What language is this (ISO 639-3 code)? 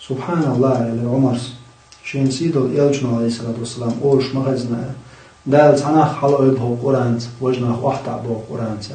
che